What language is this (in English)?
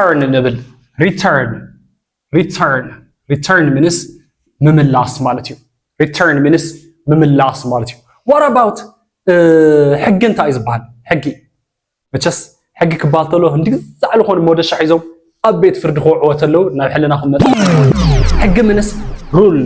Tigrinya